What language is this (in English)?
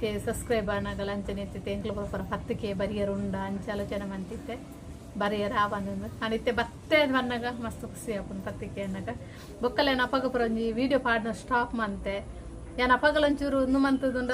Tulu